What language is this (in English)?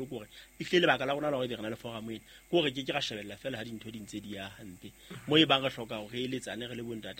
Southern Sotho